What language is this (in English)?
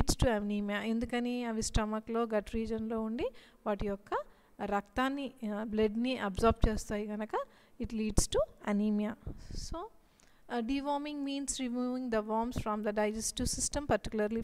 Telugu